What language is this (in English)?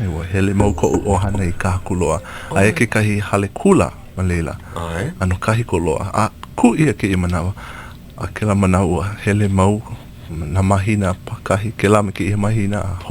Hawaiian